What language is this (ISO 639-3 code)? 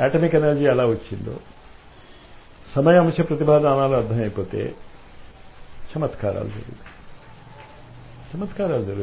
tel